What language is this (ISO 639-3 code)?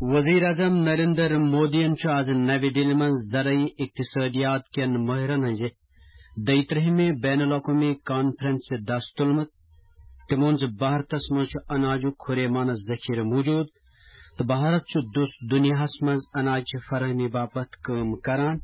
kas